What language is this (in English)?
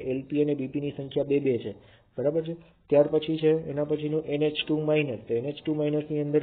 Gujarati